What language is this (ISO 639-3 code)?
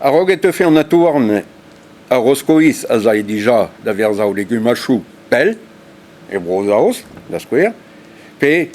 bre